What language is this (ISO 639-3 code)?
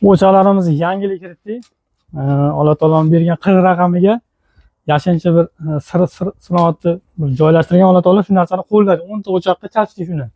uzb